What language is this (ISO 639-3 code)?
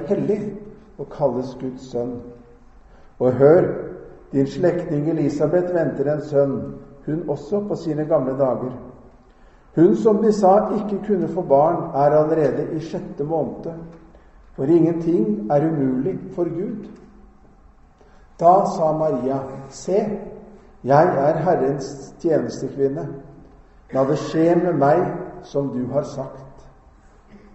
nor